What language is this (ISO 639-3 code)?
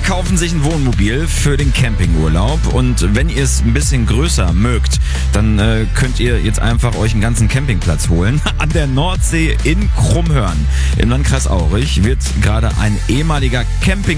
deu